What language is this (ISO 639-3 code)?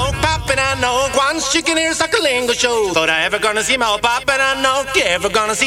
nld